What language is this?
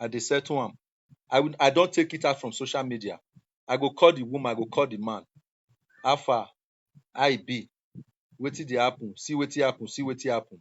Nigerian Pidgin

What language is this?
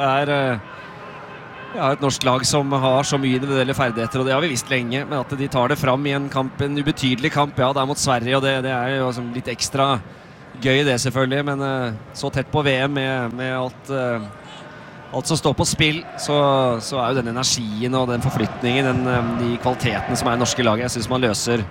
Norwegian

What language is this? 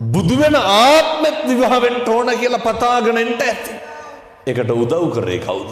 Sinhala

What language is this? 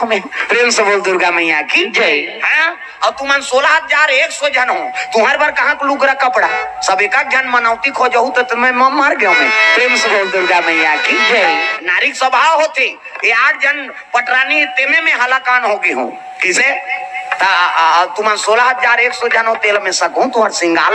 Chhattisgarhi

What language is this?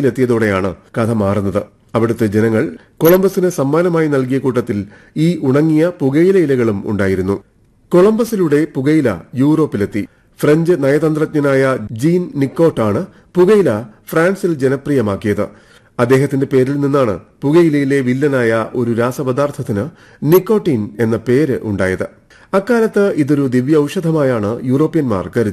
Malayalam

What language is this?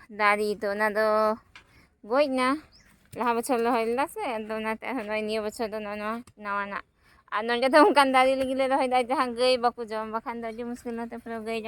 Santali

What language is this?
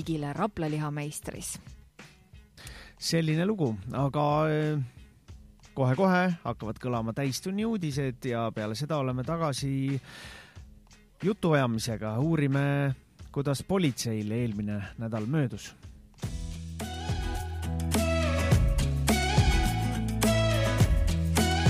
Estonian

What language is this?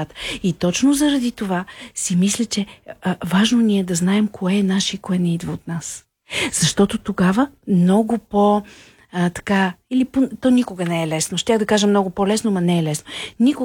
Bulgarian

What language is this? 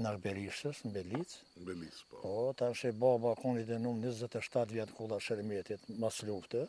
Albanian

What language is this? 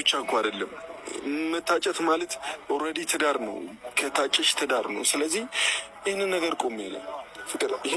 Amharic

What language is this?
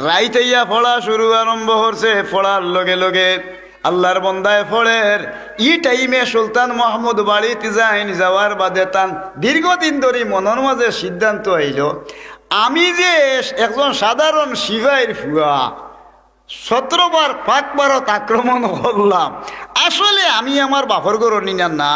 Sylheti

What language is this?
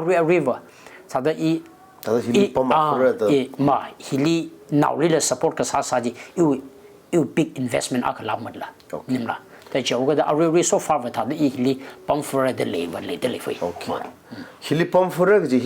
Tangkhul Naga (India)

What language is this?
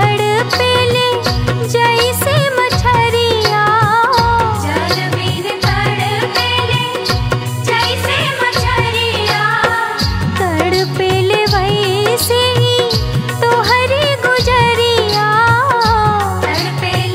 Bhojpuri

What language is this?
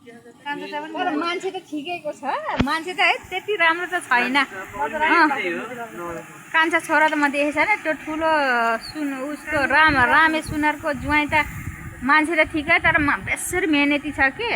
Nepali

